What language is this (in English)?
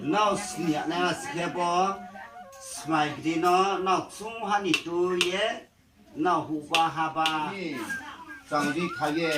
Riang (India)